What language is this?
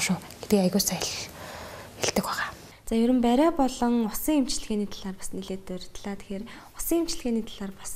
Mongolian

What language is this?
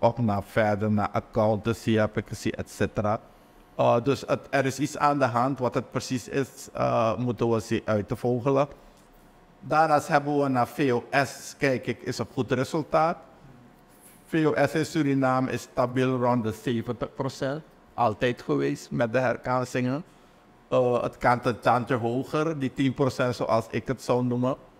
Dutch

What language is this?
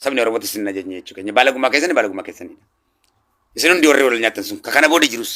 Oromo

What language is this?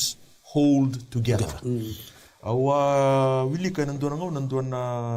Fijian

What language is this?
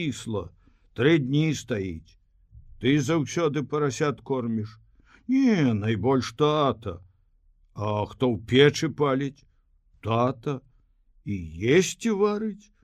Belarusian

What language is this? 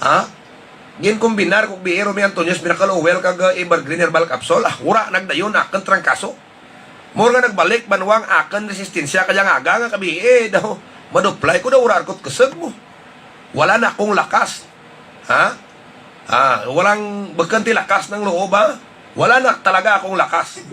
Hiligaynon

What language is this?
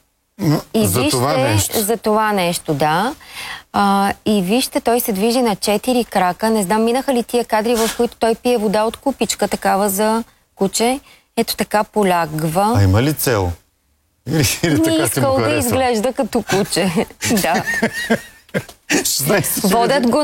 Bulgarian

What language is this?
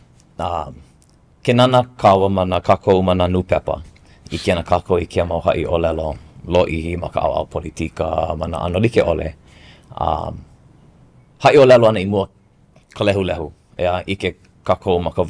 Hawaiian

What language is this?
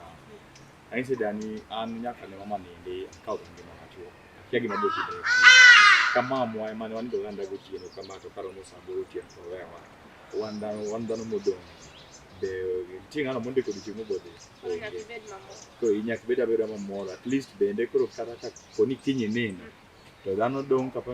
Luo (Kenya and Tanzania)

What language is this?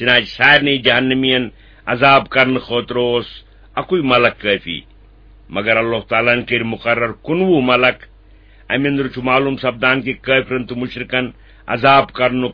Kashmiri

